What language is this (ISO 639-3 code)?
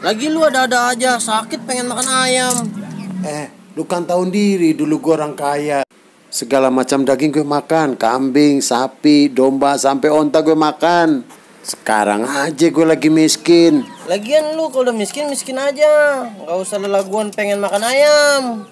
bew